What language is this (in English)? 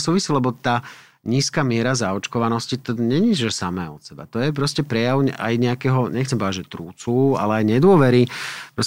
Slovak